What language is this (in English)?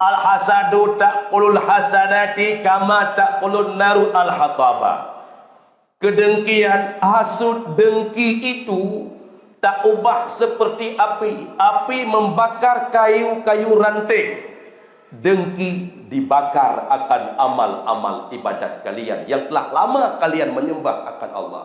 Achinese